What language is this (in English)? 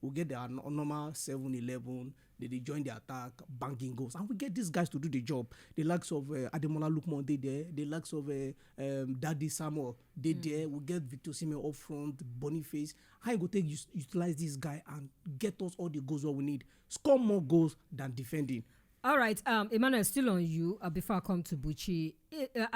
Nigerian Pidgin